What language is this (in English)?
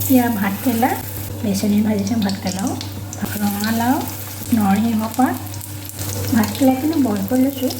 Assamese